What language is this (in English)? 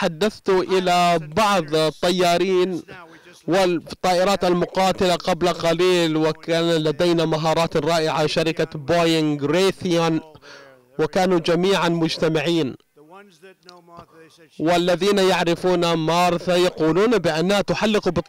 Arabic